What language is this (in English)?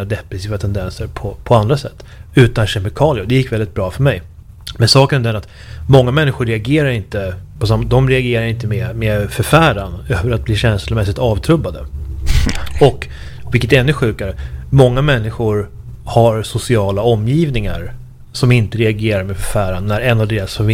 Swedish